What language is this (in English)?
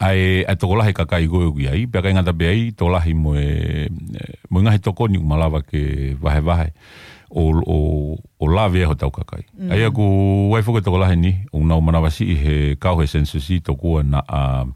Tongan